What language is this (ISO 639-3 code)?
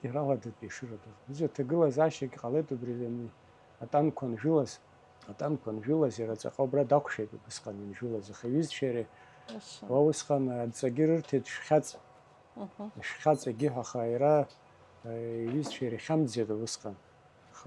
abk